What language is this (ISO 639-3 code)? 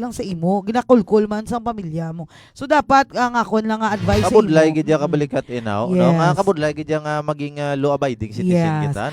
hil